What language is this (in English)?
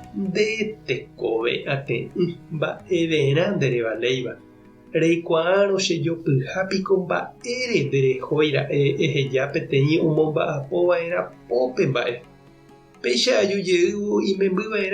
Guarani